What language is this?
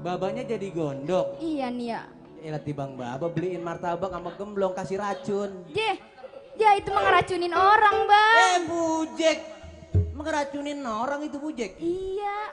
Betawi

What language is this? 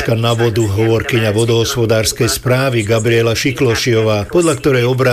Slovak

